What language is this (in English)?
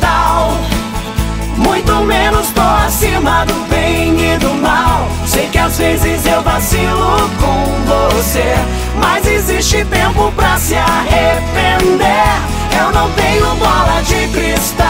Portuguese